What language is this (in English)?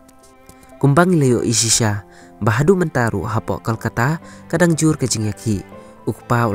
Khasi